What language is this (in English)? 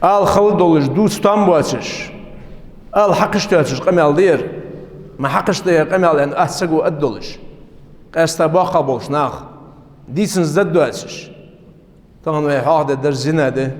Ingush